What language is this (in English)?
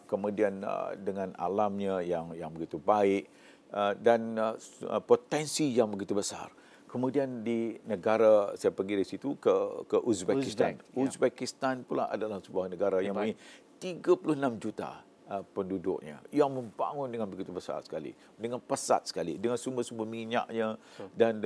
Malay